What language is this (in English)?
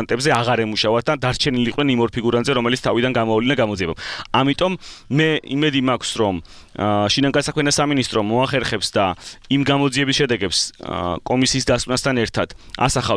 Georgian